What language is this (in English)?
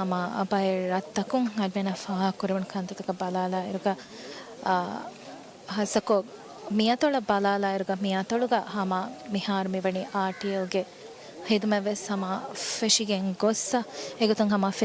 Divehi